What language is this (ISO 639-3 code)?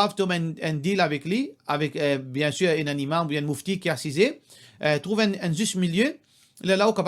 mfe